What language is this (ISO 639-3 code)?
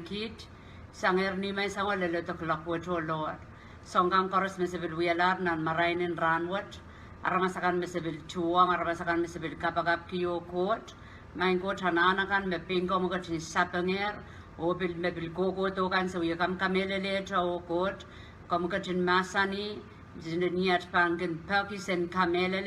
pon